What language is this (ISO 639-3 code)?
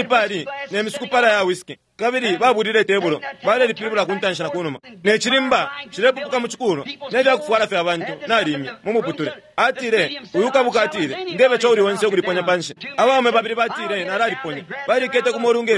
bem